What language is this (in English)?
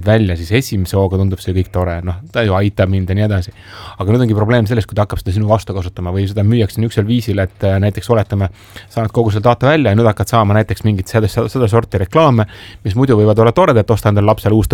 Estonian